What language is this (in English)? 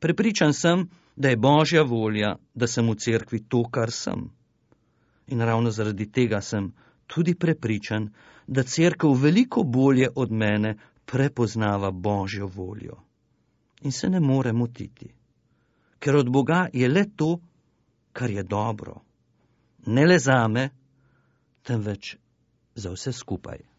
Slovenian